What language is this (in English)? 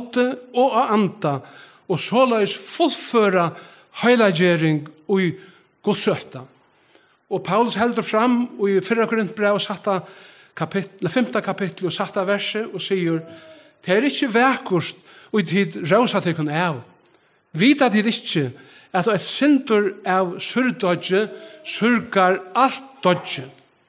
Faroese